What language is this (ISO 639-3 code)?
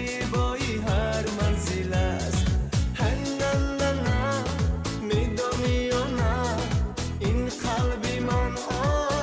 tgk